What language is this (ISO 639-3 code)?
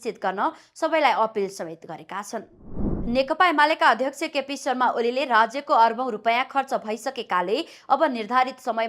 nep